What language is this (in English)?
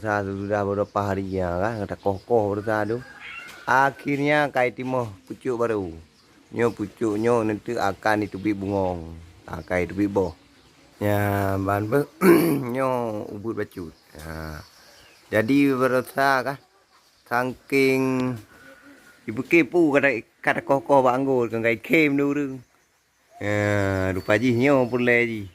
Achinese